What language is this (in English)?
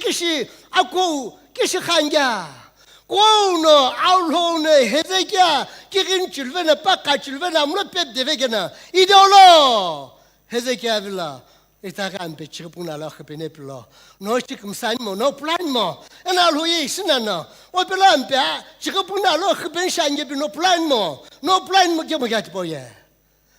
Sumi Naga